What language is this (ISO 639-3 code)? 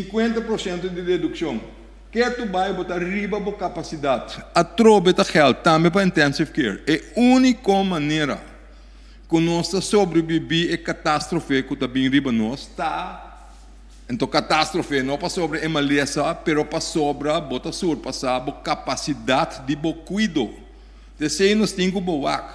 pap